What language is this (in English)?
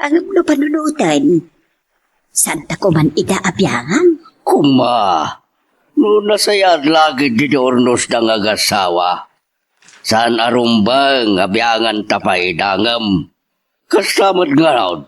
Iloko